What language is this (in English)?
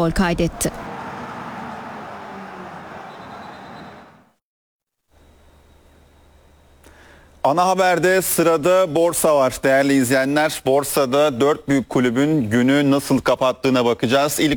Turkish